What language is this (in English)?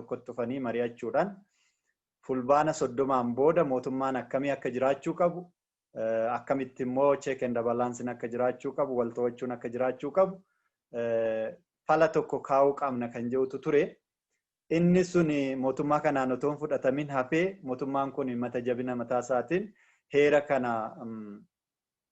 Oromo